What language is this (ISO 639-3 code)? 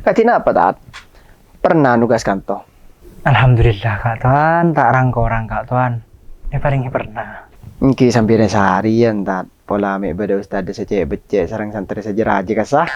mad